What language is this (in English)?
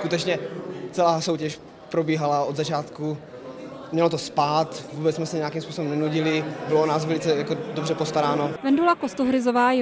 Czech